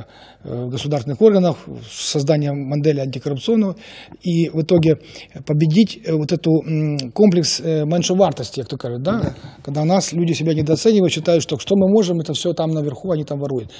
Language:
Russian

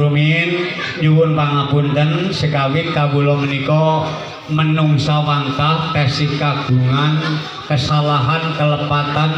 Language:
Javanese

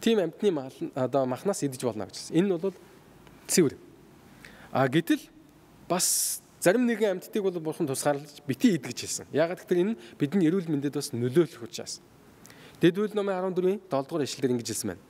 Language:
Mongolian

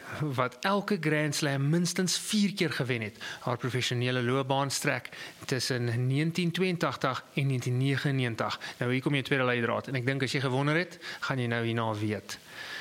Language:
Afrikaans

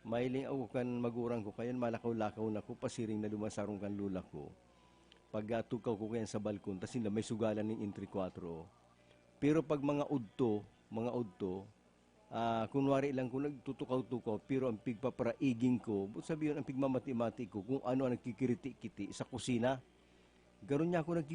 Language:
Bikol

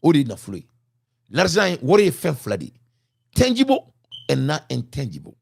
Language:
Bambara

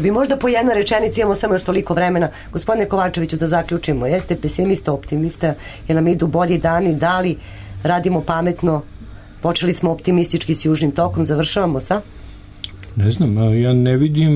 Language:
Serbian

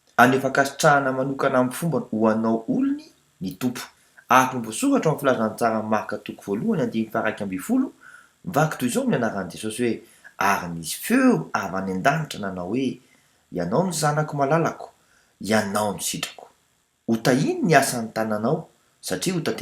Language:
Malagasy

